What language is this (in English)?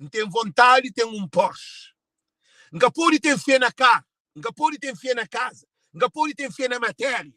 Kabuverdianu